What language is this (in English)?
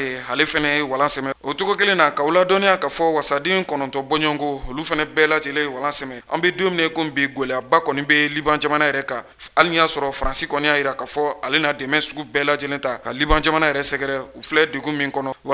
Bambara